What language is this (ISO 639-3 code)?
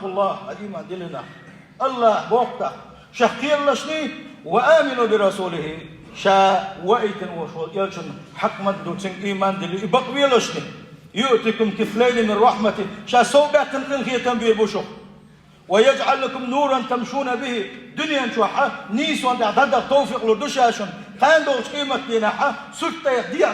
che